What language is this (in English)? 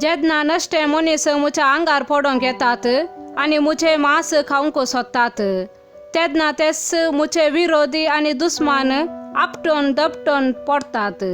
Konkani